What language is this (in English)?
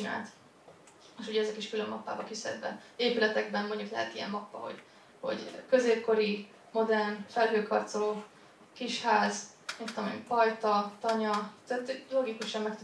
Hungarian